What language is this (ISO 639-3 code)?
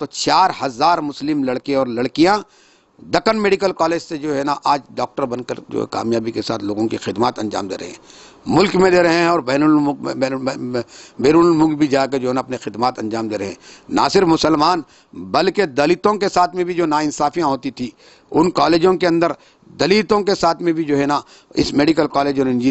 urd